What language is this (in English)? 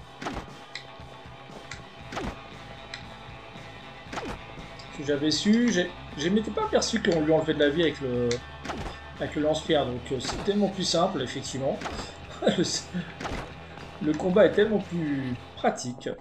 French